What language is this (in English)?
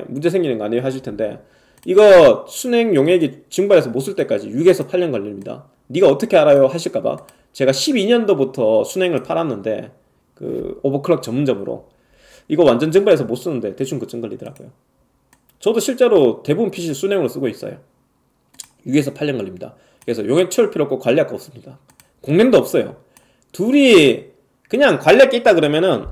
Korean